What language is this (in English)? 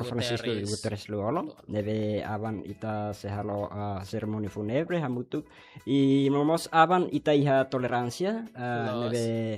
Tetum